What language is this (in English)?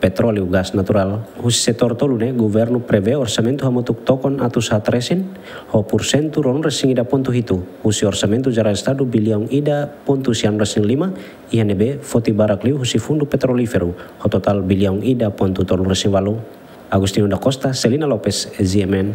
Tetum